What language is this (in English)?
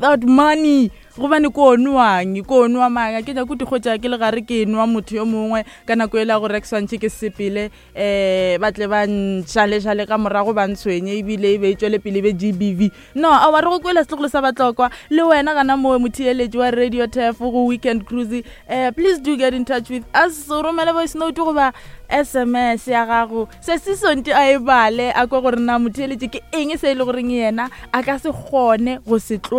Northern Sotho